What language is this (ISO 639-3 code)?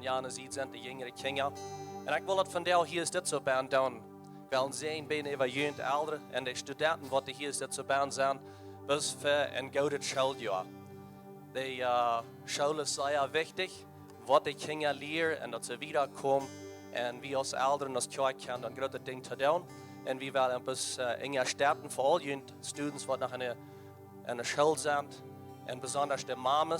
pdt